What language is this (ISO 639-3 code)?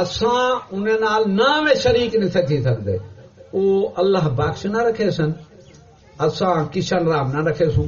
skr